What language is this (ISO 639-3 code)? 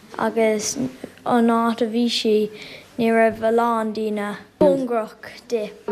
gle